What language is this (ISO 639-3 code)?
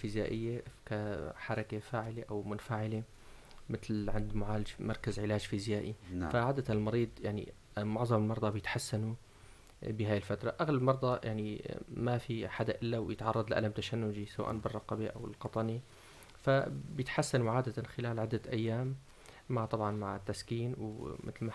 apc